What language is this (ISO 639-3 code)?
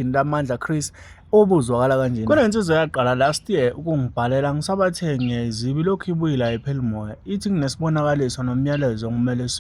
zul